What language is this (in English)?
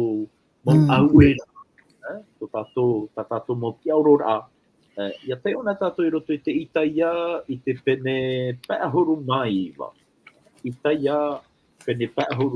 Tahitian